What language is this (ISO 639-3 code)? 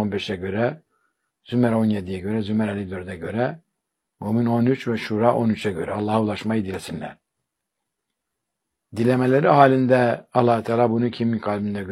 tur